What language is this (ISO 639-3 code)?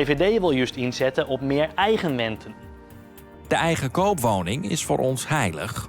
fry